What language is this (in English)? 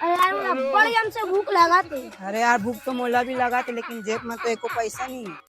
Chhattisgarhi